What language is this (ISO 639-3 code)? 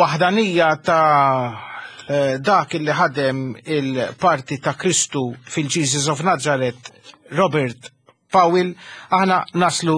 mlt